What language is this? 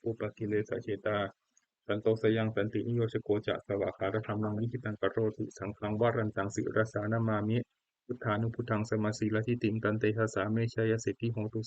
Pali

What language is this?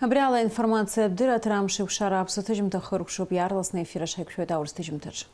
Abkhazian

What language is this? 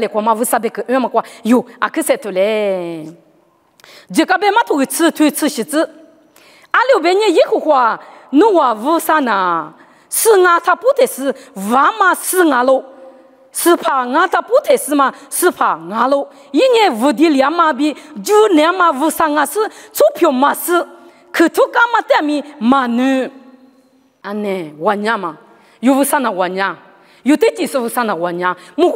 Lisu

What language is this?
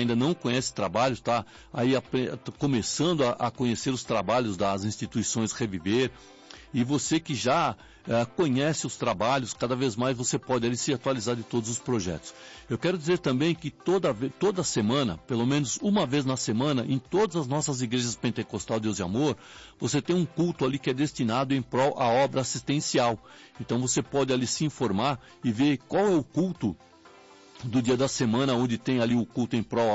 Portuguese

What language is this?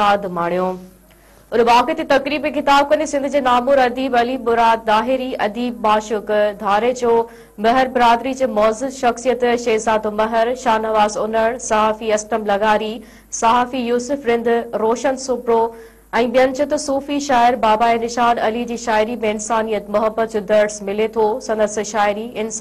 Sindhi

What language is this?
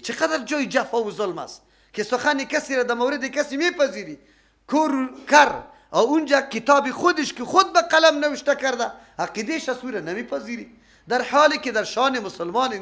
Persian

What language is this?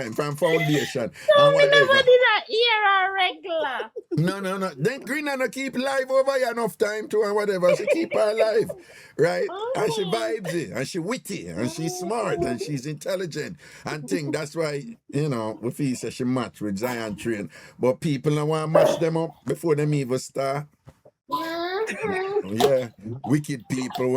Jamaican Creole English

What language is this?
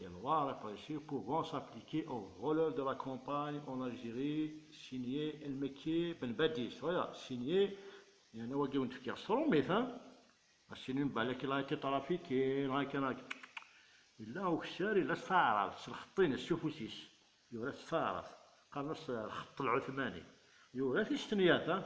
Kabyle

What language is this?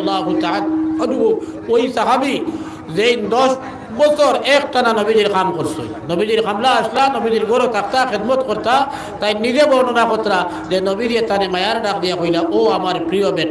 Sylheti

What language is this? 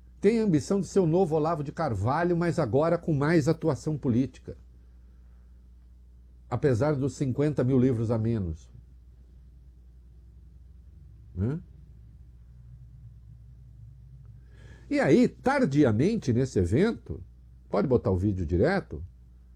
Portuguese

